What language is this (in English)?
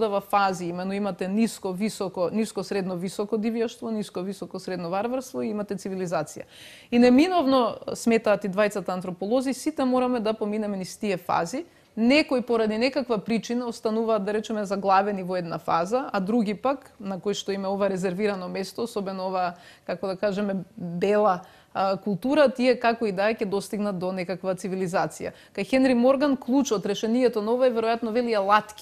Macedonian